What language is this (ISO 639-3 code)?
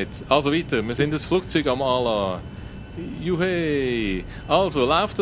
gsw